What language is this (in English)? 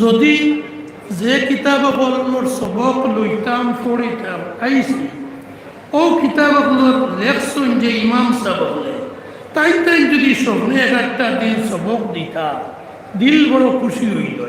Sylheti